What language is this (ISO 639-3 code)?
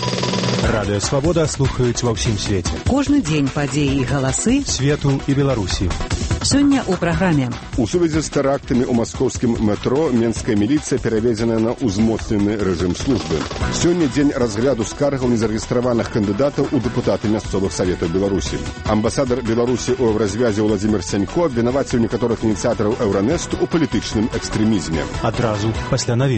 bel